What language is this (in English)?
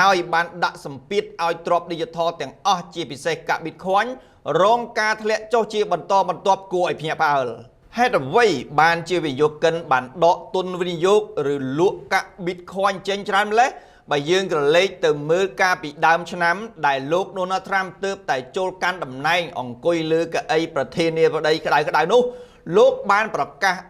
Khmer